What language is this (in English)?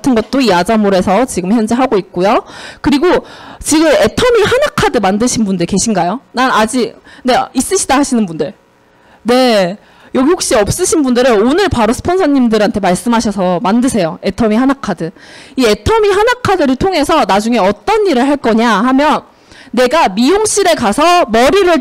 Korean